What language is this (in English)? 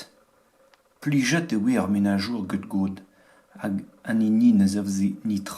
Breton